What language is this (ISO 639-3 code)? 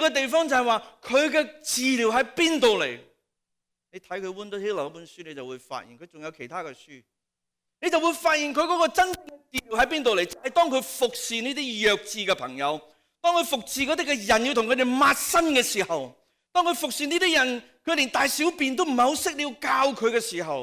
yue